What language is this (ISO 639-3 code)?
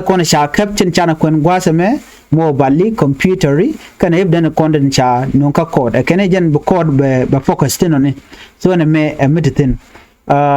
nus